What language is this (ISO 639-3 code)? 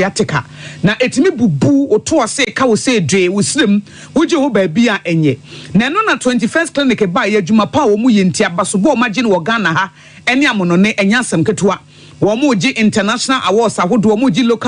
aka